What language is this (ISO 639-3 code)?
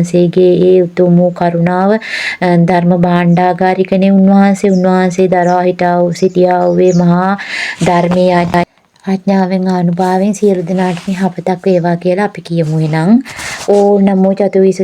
sin